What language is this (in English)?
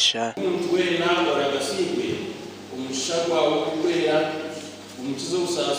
Nyankole